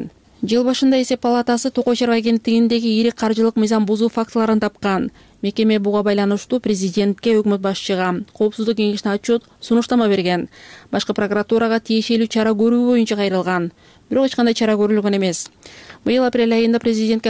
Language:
Kyrgyz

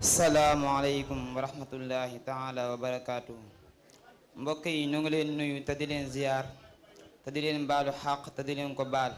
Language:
Wolof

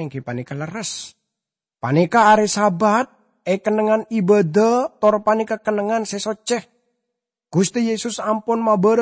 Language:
Madurese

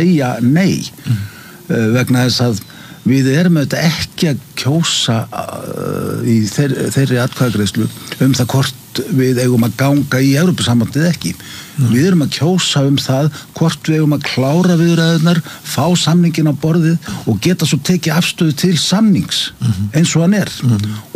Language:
Icelandic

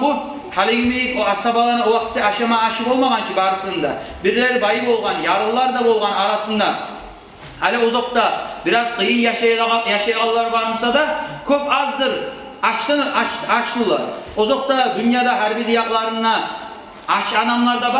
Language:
Kumyk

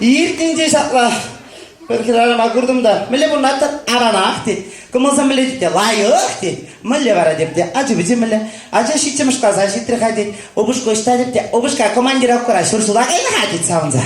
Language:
Chuvash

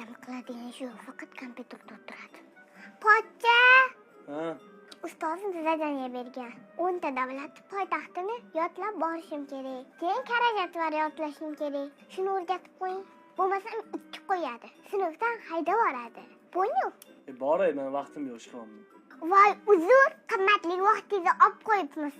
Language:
Uzbek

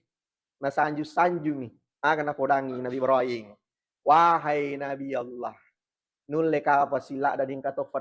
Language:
Buginese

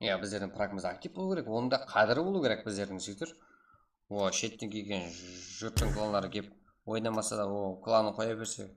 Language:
Kara-Kalpak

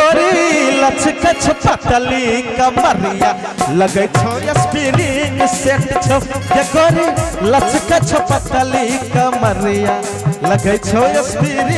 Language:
Maithili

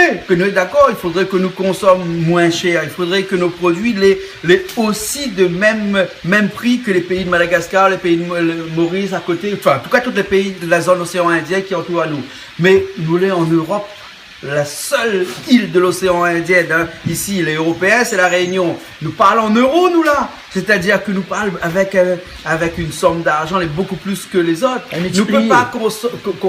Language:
Réunion Creole French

